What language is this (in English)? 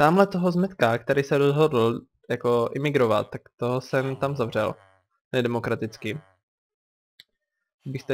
Czech